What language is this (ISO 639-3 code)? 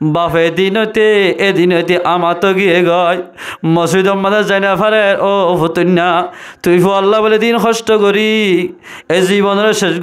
rhg